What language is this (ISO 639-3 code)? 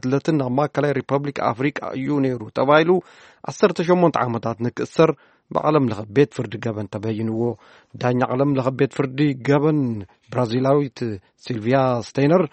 tir